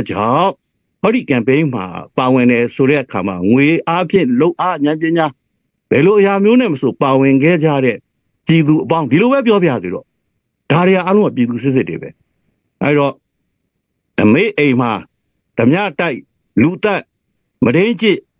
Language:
Burmese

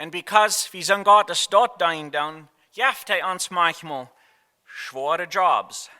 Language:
Plautdietsch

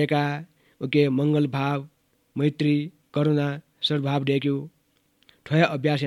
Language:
Newari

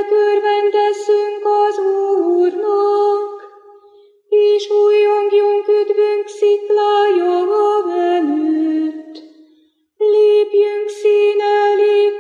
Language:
Hungarian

